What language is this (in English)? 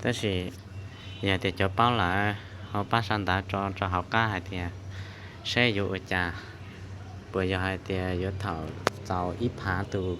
Hmong